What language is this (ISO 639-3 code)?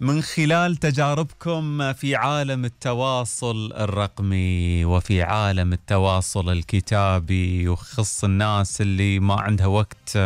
afb